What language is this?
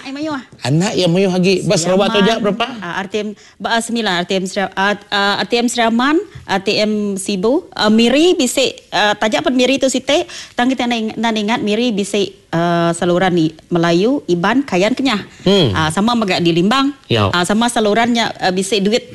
Iban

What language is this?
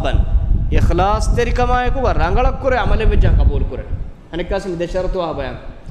Divehi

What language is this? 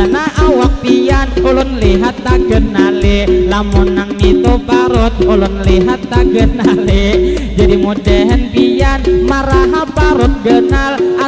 Banjar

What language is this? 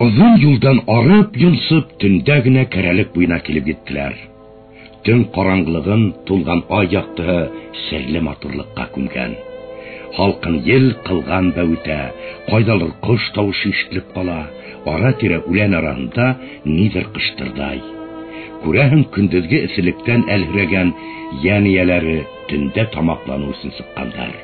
Bashkir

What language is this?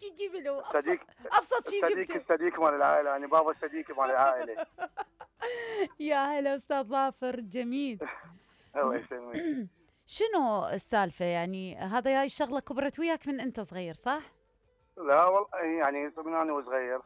Mesopotamian Arabic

